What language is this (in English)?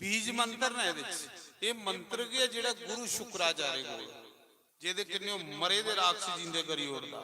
Dogri